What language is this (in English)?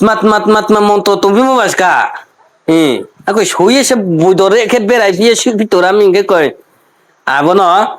Riang (India)